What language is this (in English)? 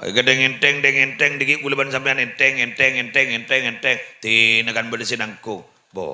Madurese